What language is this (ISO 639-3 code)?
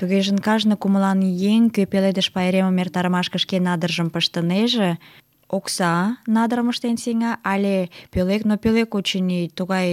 chm